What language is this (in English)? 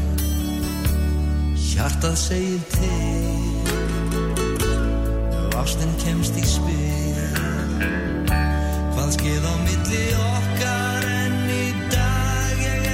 Icelandic